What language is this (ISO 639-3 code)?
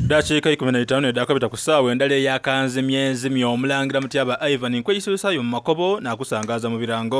xog